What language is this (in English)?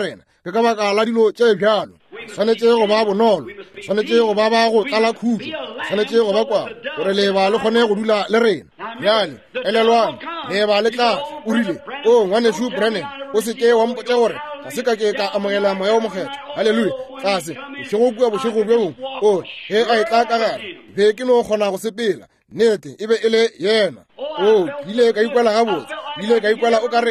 Northern Sotho